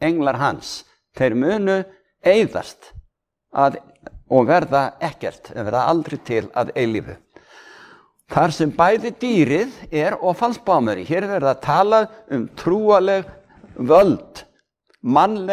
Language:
Icelandic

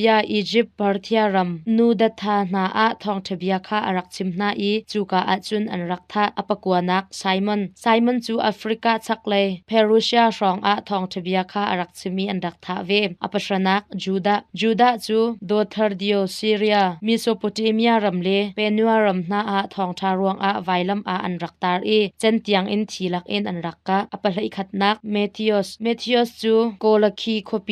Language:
Hakha Chin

